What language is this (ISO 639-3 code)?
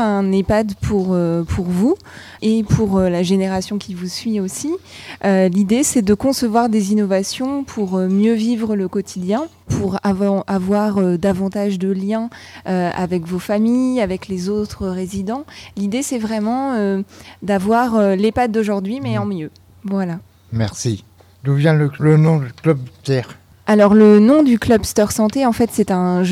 fra